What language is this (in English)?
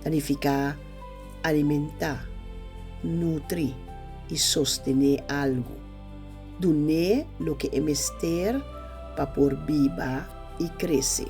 Papiamento